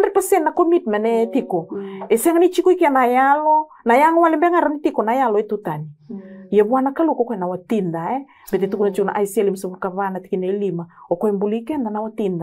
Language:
Fijian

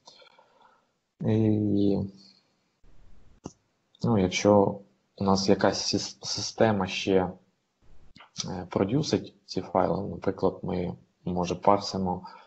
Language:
Ukrainian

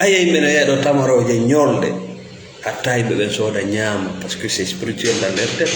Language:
Fula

